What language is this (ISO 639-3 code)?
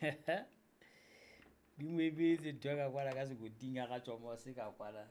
sot